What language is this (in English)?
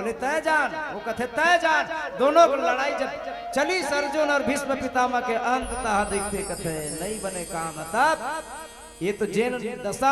Chhattisgarhi